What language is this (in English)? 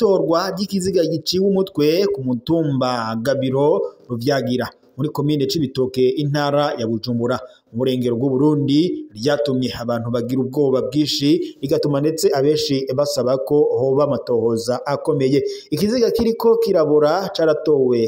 Rundi